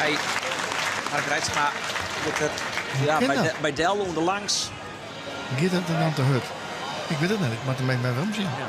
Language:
Western Frisian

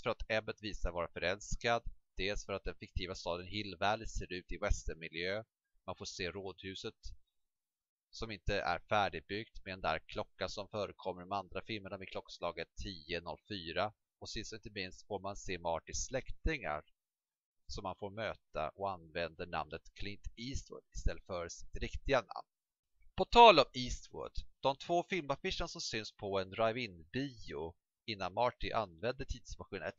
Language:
Swedish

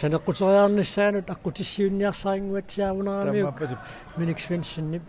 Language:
Kalaallisut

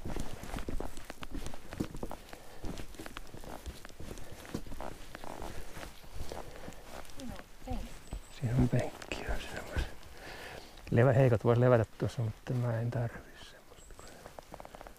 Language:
Finnish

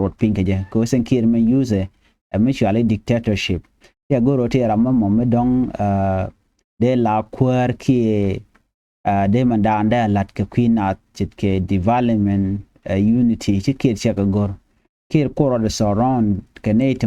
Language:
Nuer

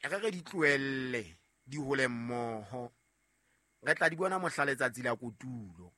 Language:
Southern Sotho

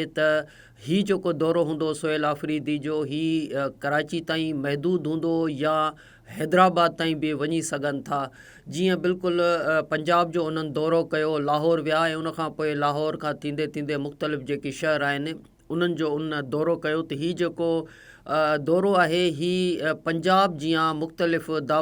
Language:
Sindhi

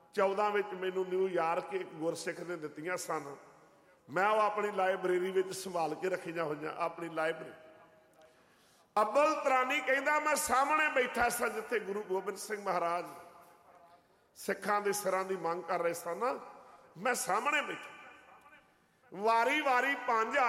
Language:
Punjabi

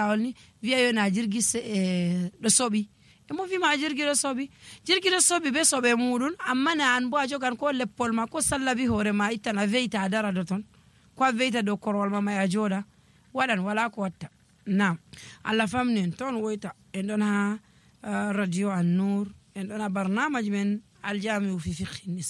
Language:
Nigerian Fulfulde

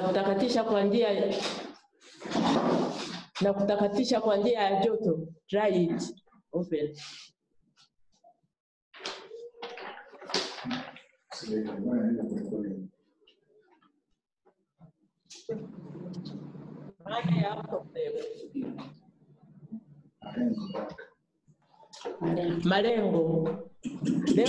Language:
Swahili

